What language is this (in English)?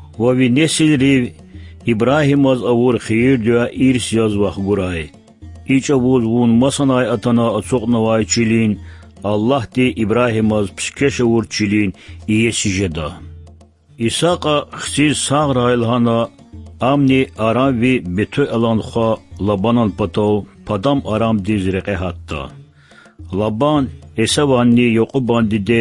Lezghian